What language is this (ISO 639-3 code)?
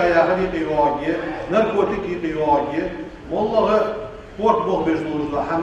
inh